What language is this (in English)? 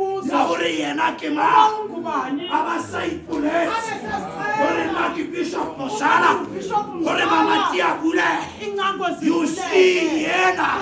Southern Sotho